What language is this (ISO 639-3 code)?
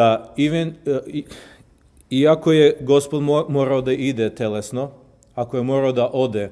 srp